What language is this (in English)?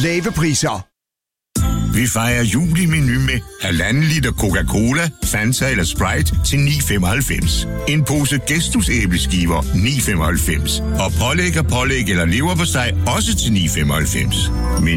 Danish